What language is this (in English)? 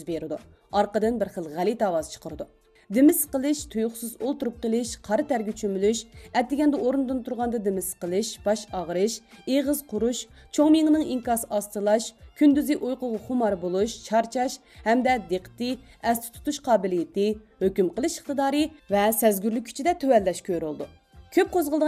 Uyghur